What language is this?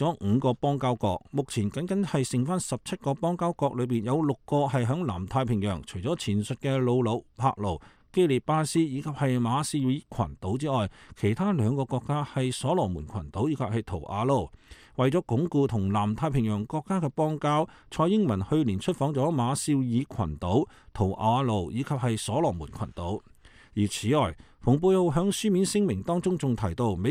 Cantonese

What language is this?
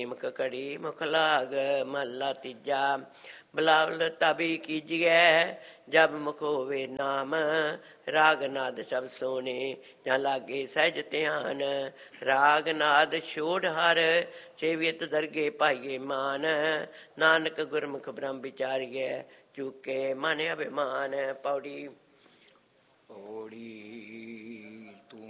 Punjabi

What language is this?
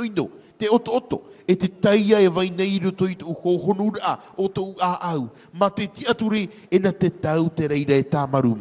Tahitian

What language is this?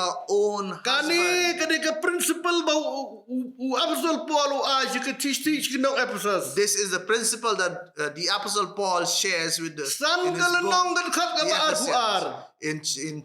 Khasi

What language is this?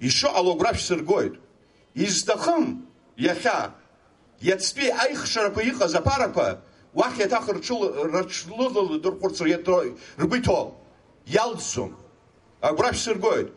Abkhazian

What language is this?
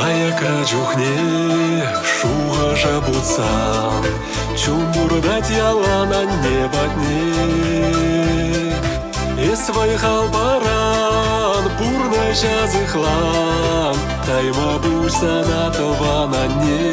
Chuvash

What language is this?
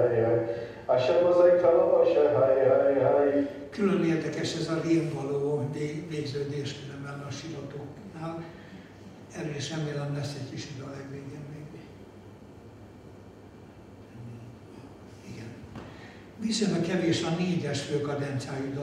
Hungarian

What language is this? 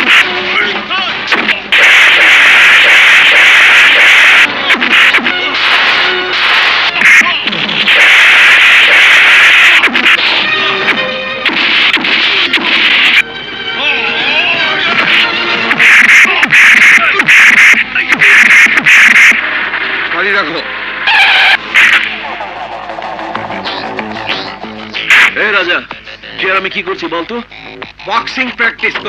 Bangla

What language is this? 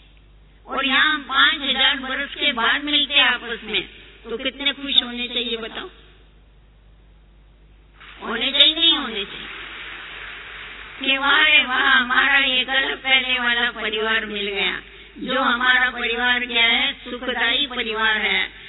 Hindi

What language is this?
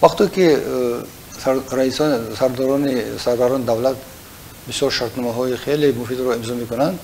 Tajik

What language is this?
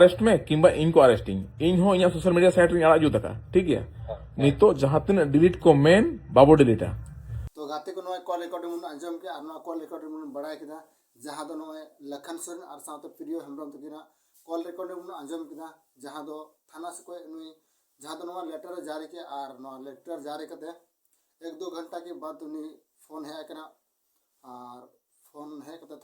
Santali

